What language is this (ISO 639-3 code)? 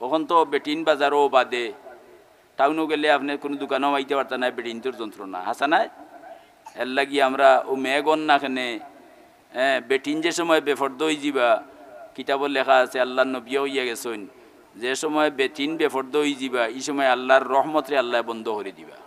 syl